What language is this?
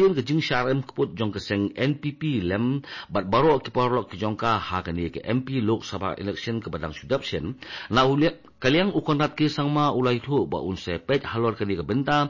Khasi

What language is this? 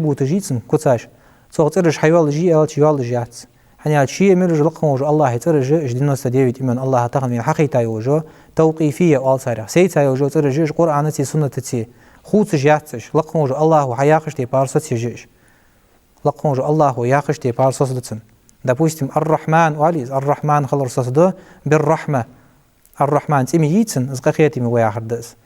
Ingush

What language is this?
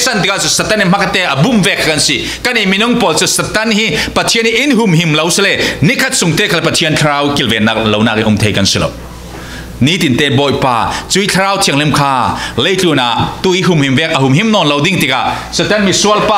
Falam Chin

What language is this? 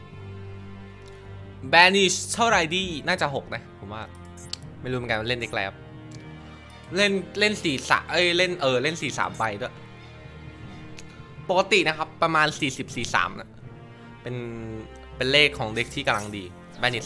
Thai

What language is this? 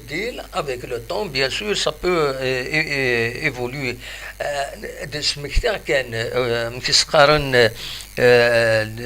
Kabyle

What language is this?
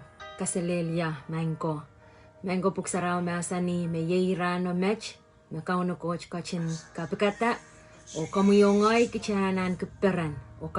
Pohnpeian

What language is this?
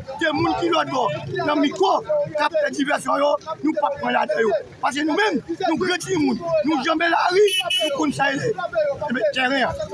Haitian Creole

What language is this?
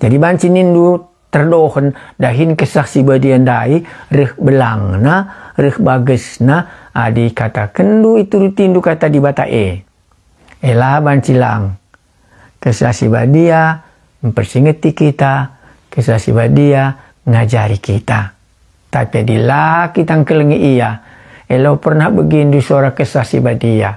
Batak Karo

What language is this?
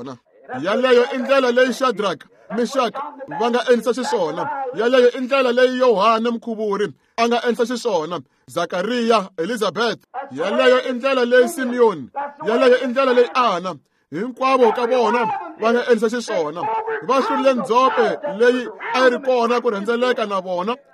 Tsonga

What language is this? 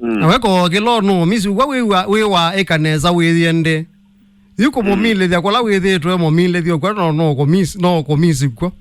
Kamba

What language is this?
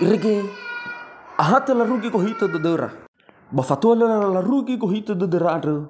Nias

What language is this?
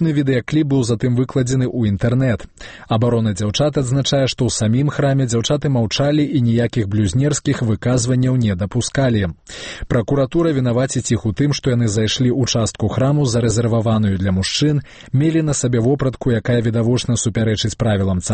Belarusian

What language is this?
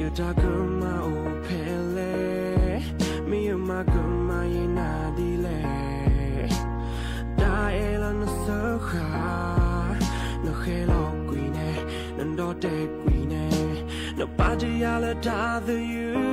S'gaw Karen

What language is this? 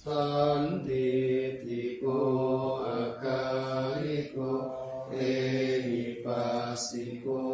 Pali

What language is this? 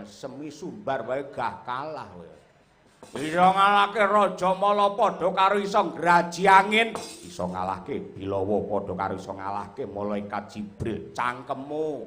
Javanese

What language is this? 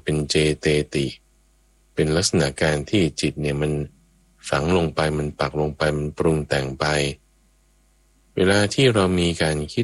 Thai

